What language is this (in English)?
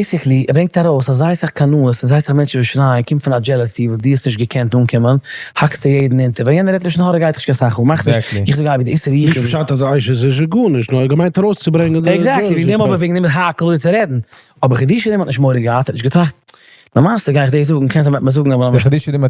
Yiddish